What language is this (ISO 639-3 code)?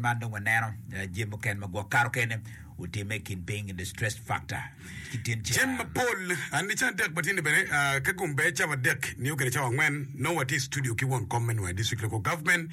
ach